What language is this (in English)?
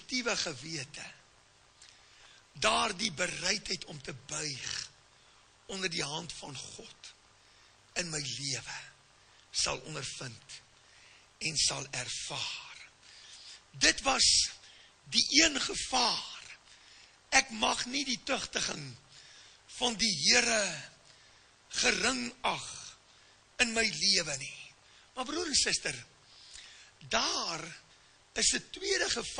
Afrikaans